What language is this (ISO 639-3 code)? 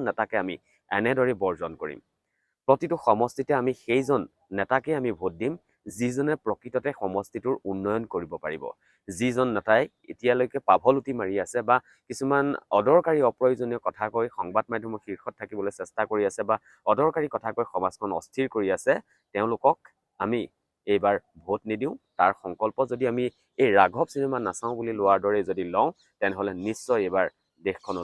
asm